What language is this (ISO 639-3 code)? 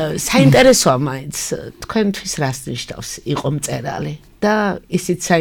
kat